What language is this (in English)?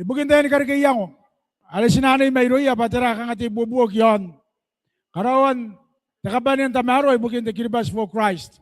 Gilbertese